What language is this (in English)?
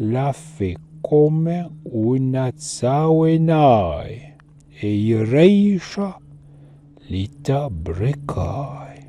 Arpitan